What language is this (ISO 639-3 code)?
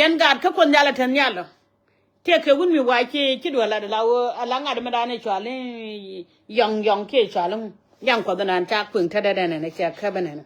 nus